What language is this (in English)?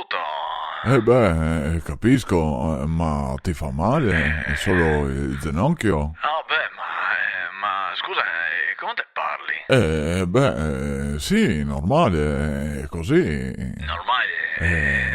Venetian